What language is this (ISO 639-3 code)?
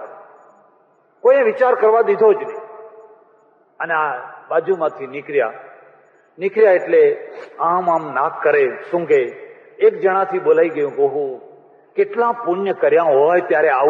guj